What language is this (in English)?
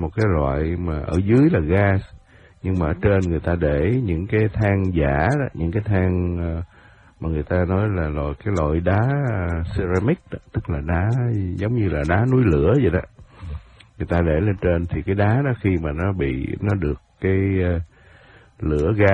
Vietnamese